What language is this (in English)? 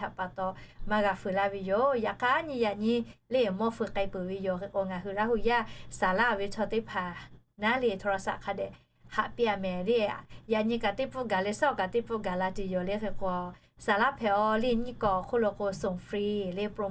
Lahu